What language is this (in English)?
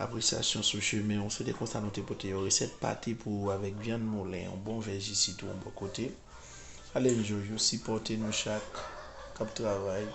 Haitian Creole